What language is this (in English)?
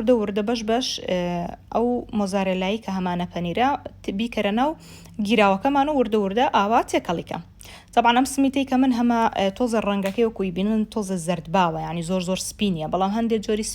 Central Kurdish